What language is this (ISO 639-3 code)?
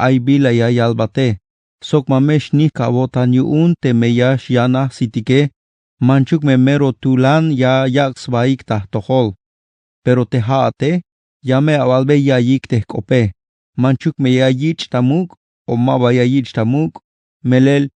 tzh